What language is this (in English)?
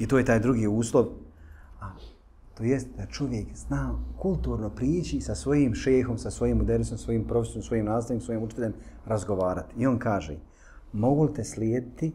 Bosnian